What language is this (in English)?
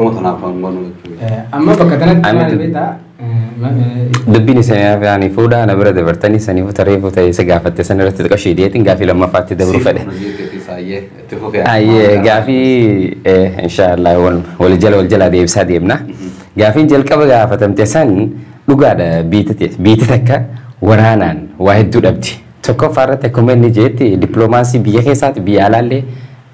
Oromo